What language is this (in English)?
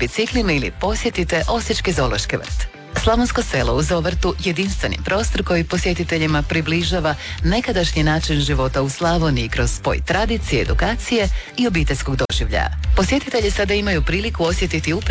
Croatian